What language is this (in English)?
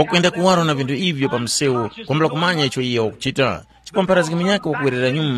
Tumbuka